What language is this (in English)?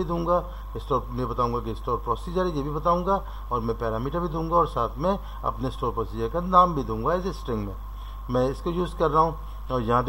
Hindi